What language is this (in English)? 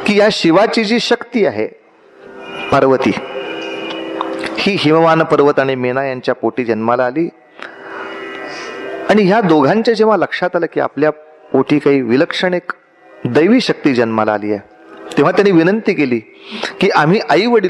Marathi